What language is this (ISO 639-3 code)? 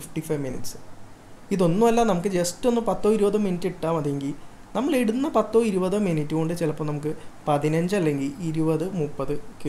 mal